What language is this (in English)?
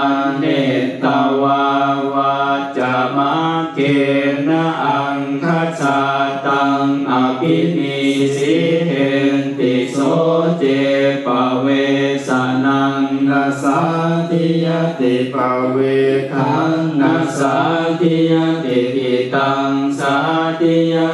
Pali